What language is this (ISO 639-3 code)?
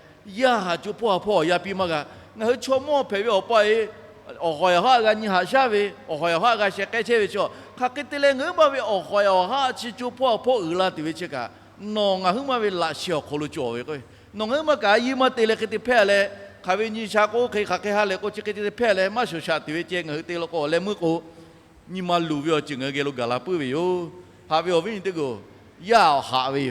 lhu